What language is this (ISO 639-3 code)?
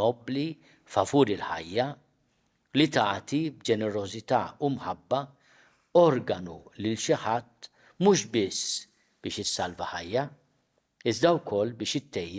mlt